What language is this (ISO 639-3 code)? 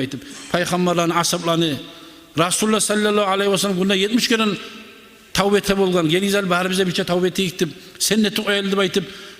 kum